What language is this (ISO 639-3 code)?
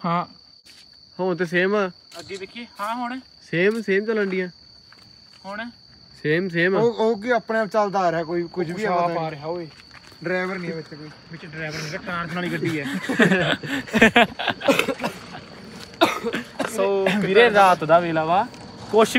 pan